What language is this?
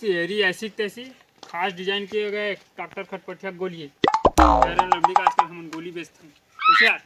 Chhattisgarhi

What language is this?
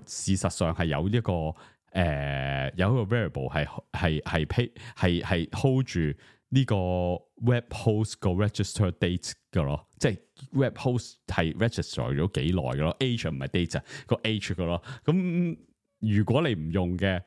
Cantonese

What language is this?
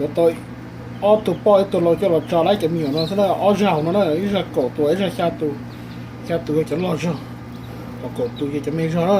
Hmong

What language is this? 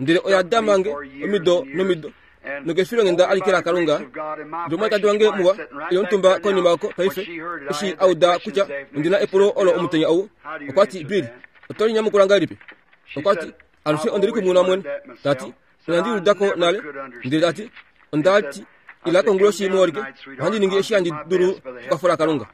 Kuanyama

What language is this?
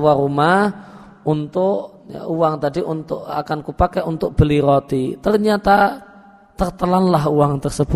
Indonesian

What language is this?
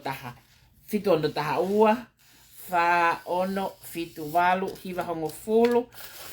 Tongan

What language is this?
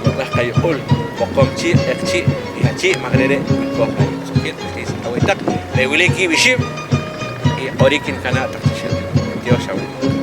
Poqomchi'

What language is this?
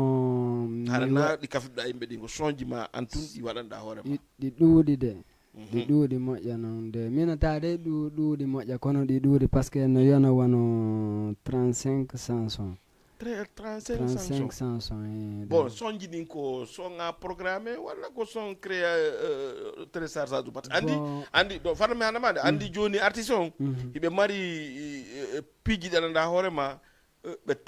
Fula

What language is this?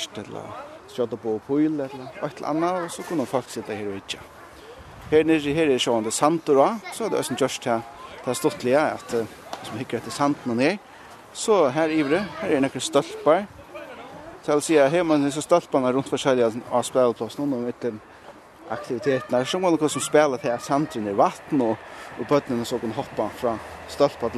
Faroese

